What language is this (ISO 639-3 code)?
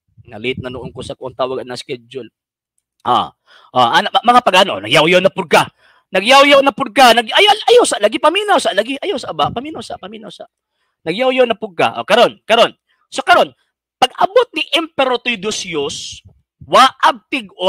ceb